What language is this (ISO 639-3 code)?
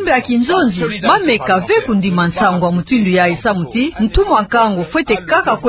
ktu